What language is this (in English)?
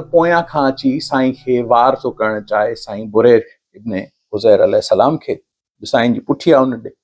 Sindhi